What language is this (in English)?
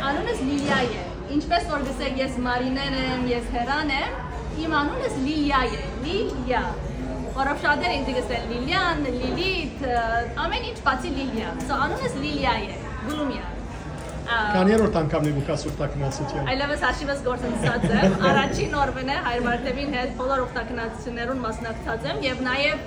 Western Armenian